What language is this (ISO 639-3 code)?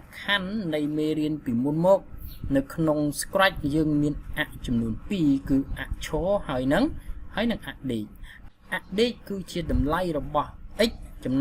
khm